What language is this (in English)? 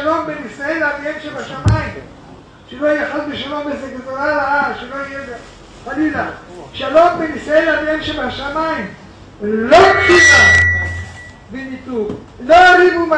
Hebrew